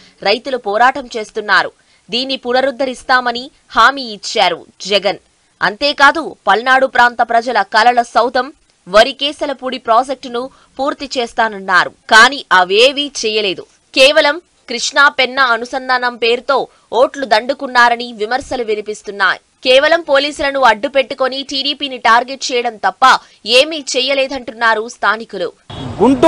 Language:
Telugu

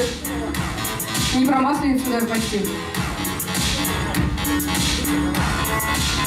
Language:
Russian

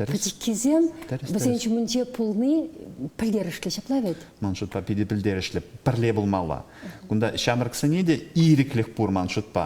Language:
Chuvash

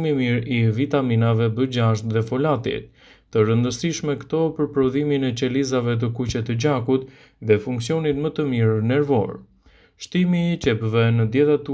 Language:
Albanian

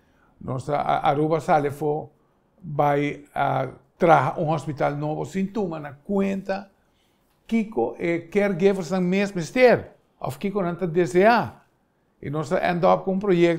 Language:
Papiamento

